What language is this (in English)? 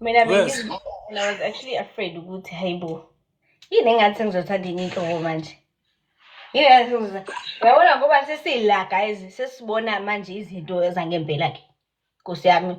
Zulu